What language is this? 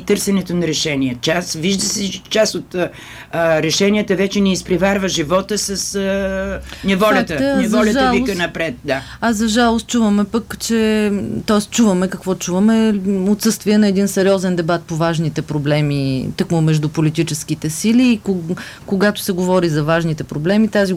Bulgarian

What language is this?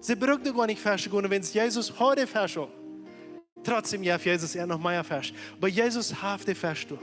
Plautdietsch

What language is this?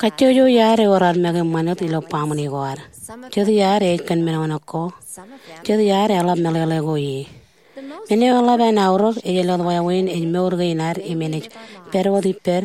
Marshallese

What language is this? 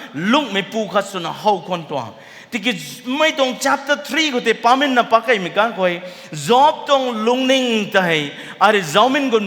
Rongmei Naga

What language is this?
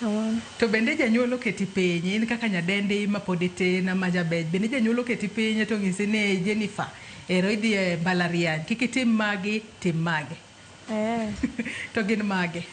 Luo (Kenya and Tanzania)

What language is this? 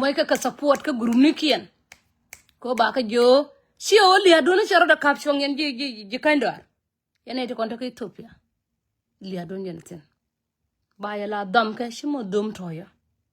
Nuer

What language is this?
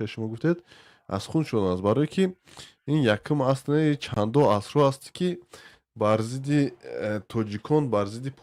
Tajik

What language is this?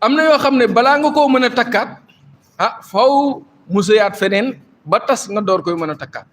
Wolof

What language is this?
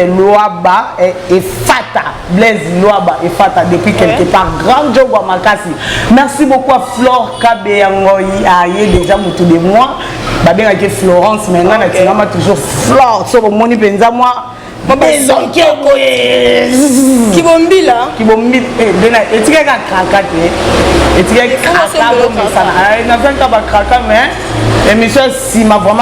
Lingala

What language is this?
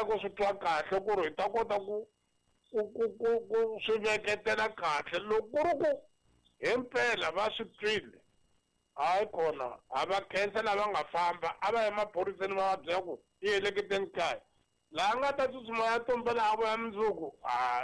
Tsonga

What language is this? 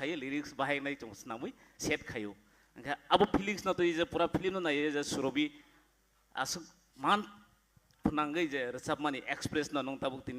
Kok Borok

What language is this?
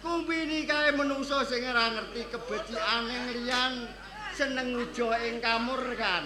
Javanese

